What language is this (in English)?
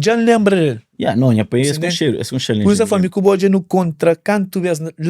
Kabuverdianu